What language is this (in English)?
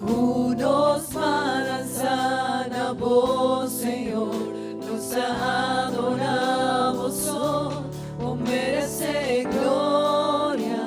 Papiamento